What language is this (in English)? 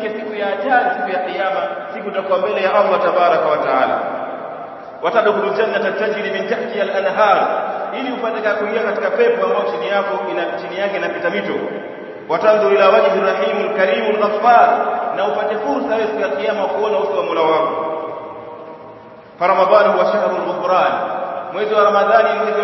Swahili